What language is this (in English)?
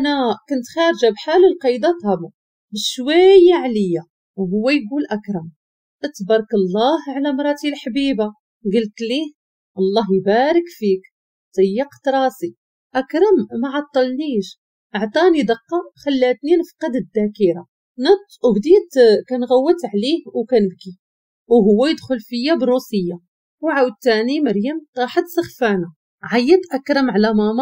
Moroccan Arabic